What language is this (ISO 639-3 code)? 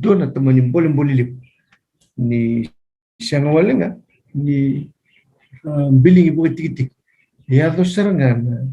fij